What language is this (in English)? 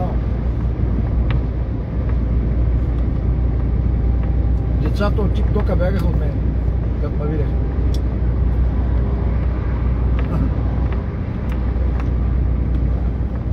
Bulgarian